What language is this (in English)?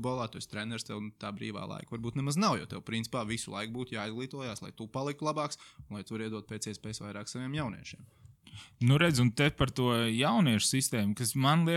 Latvian